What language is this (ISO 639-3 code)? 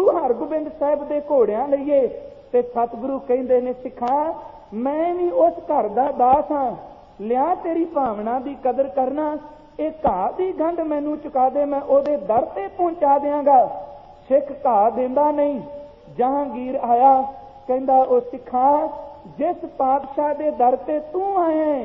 pan